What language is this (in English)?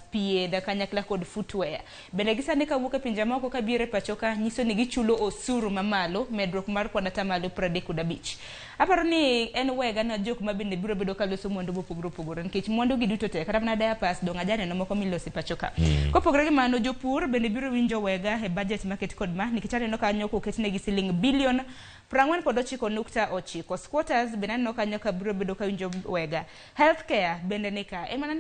Luo (Kenya and Tanzania)